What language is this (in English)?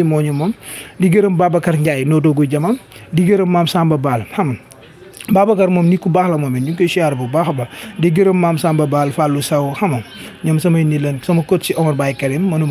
Wolof